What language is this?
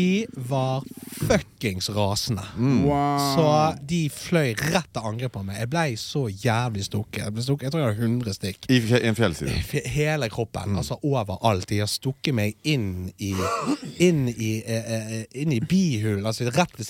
Norwegian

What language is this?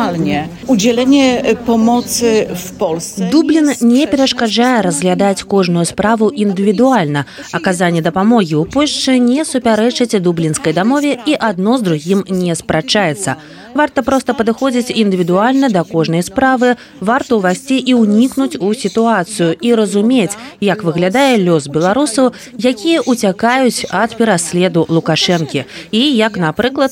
Belarusian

